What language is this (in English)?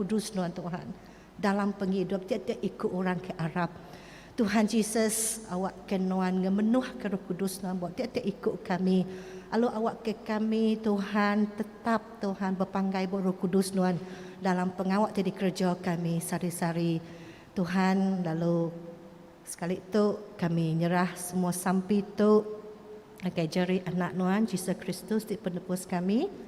Iban